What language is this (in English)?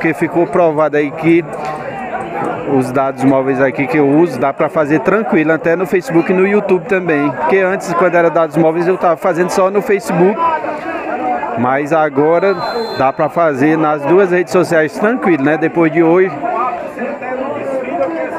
Portuguese